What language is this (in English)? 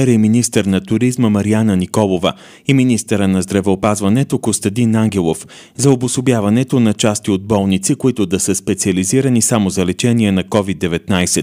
Bulgarian